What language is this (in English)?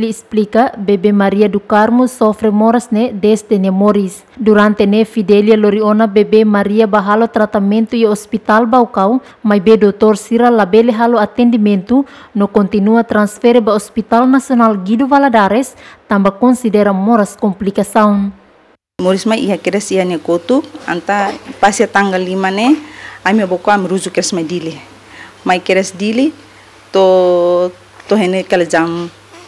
Tetum